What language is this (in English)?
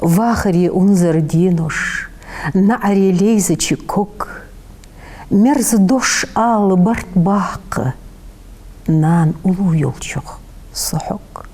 Ingush